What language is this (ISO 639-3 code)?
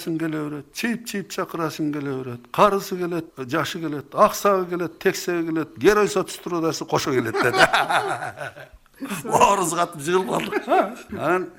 kir